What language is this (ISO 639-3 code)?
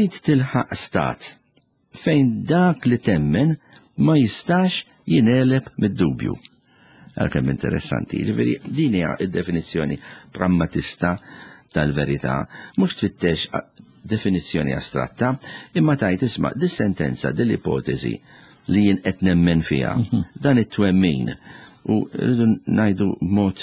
mlt